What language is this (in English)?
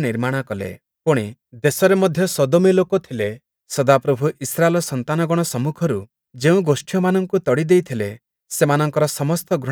Odia